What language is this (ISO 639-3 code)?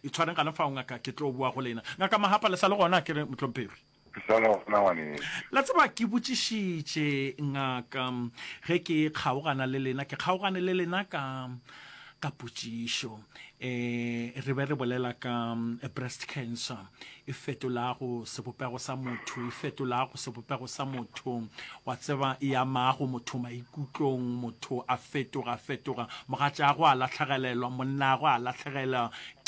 nso